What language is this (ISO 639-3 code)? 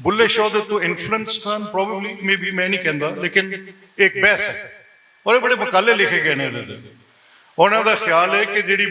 lah